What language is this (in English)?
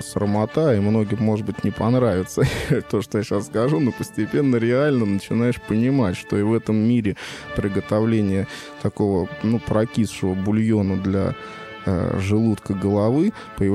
Russian